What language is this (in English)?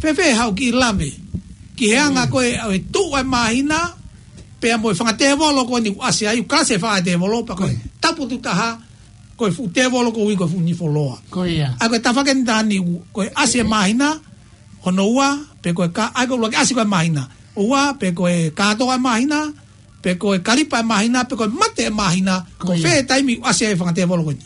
Tongan